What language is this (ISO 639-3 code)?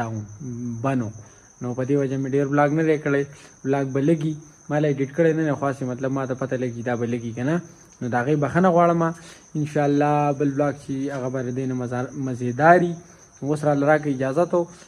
pus